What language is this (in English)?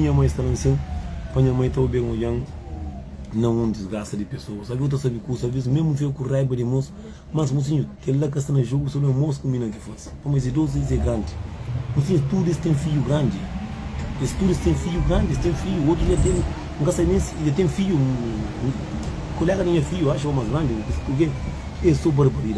Kabuverdianu